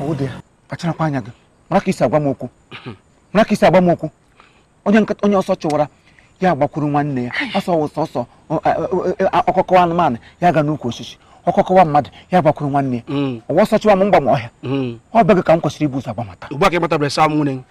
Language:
Igbo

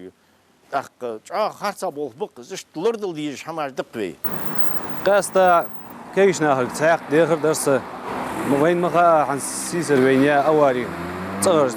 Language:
Ingush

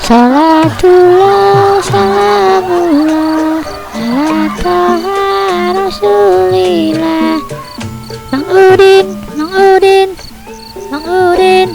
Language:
Betawi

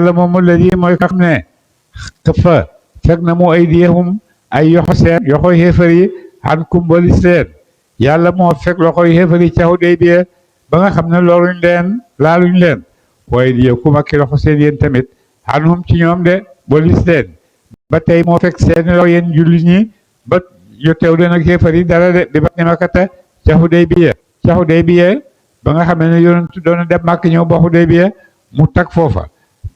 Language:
Wolof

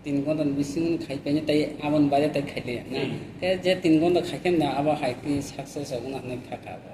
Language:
Kok Borok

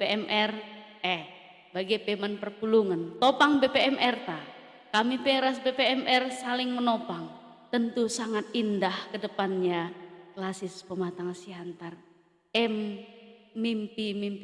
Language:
Batak Karo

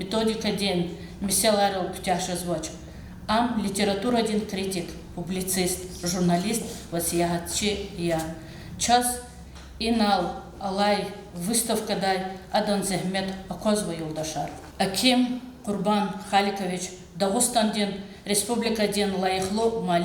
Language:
Lezghian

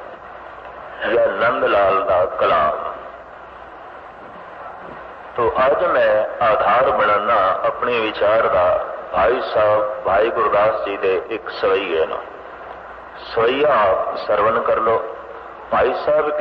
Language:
Punjabi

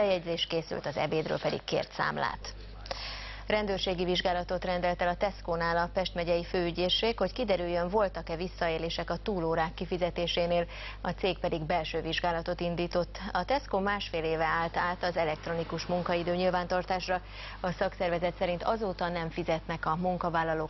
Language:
Hungarian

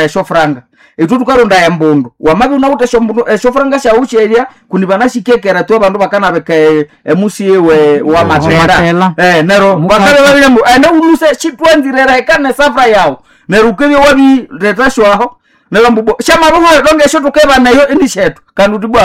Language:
Nande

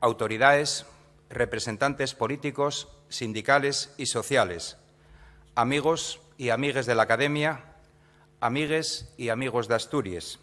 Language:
Asturian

